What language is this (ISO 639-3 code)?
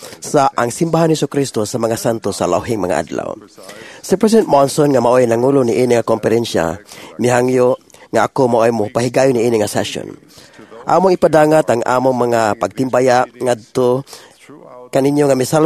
ceb